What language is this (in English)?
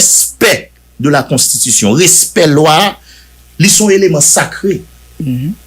Haitian Creole